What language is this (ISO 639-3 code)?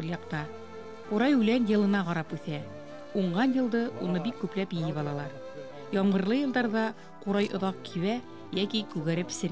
bak